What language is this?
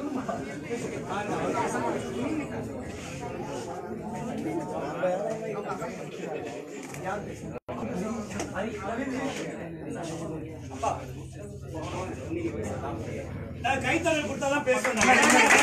Tamil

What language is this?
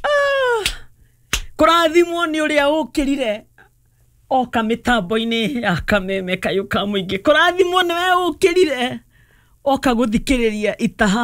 Kikuyu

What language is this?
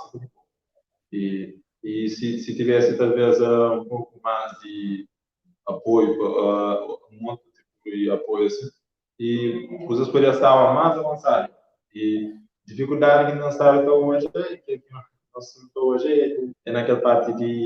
Kabuverdianu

